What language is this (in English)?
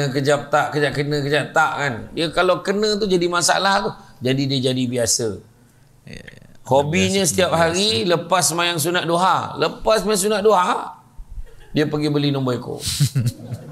Malay